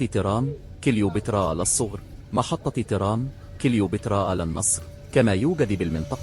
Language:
Egyptian Arabic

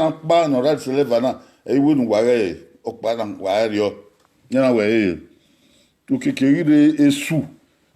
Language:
Bini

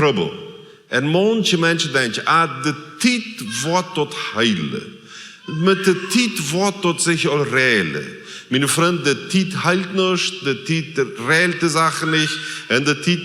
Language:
Plautdietsch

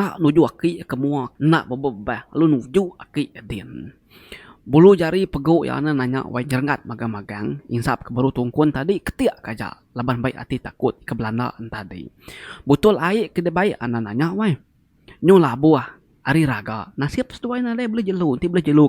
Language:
Iban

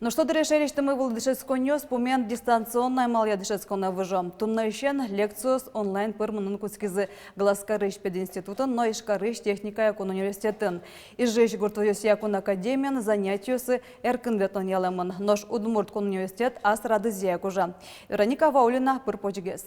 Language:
Udmurt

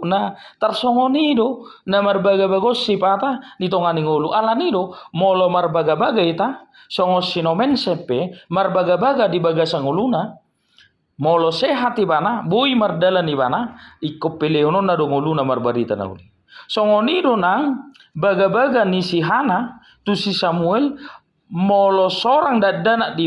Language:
Batak Toba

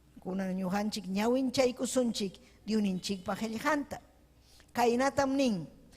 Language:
Ayacucho Quechua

